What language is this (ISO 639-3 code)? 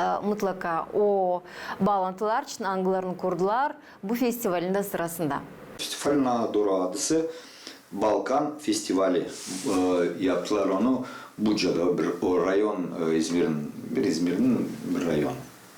gag